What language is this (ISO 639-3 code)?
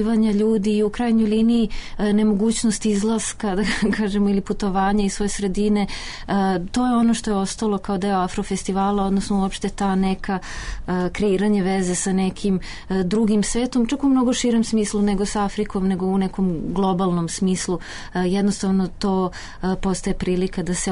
srp